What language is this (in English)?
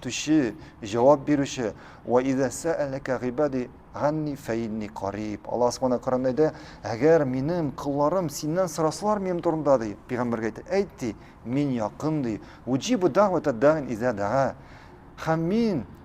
Tatar